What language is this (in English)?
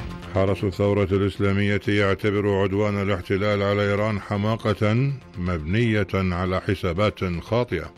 Arabic